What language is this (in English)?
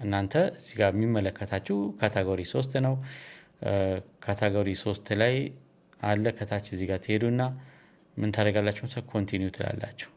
Amharic